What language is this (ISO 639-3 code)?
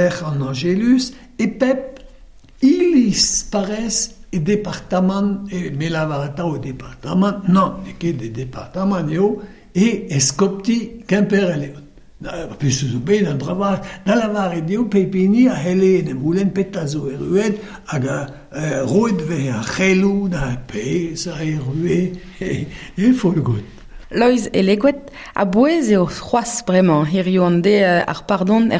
bre